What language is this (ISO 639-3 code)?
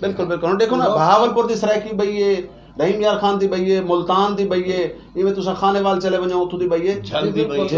skr